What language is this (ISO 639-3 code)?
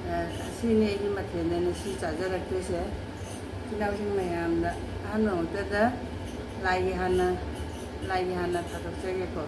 mni